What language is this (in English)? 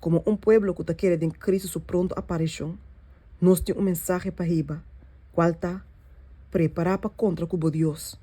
Papiamento